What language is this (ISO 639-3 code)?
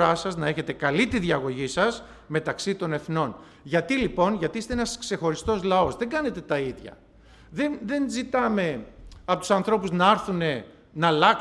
ell